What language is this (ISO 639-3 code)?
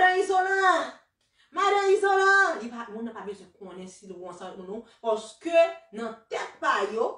hat